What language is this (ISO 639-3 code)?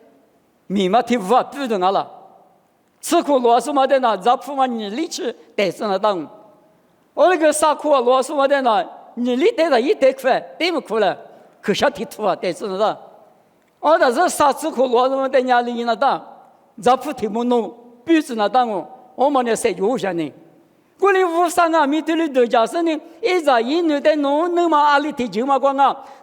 lis